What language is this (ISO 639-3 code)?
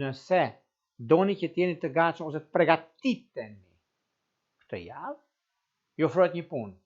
sqi